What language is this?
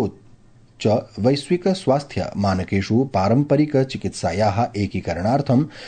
Sanskrit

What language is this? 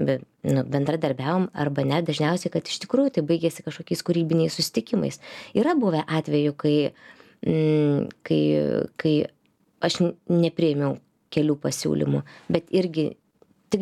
Lithuanian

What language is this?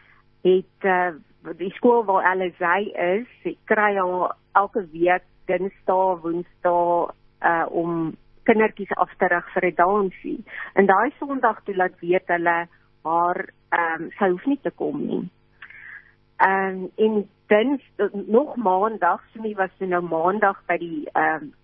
Afrikaans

